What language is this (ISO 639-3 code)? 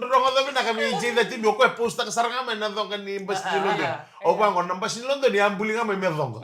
fij